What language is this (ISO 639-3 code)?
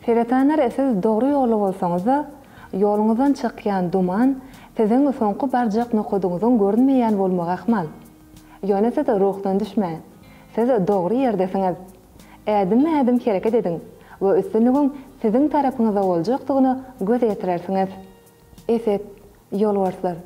tuk